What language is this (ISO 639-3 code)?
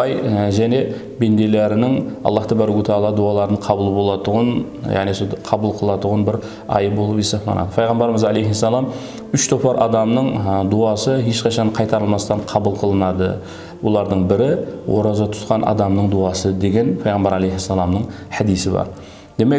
kaa